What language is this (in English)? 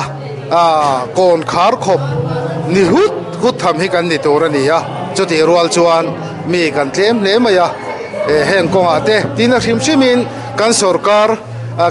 Mizo